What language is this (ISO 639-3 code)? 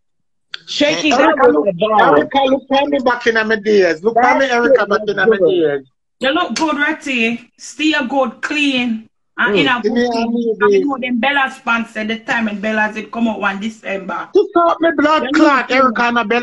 jam